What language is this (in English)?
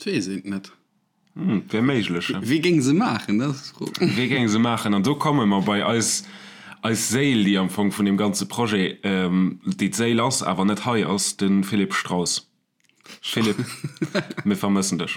Luxembourgish